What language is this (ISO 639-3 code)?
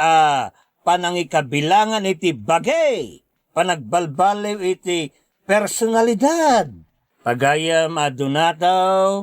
ilo